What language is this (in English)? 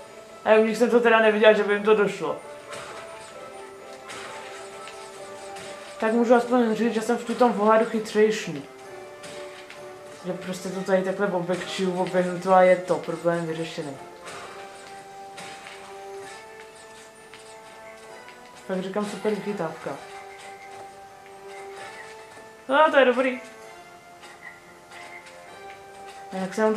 Czech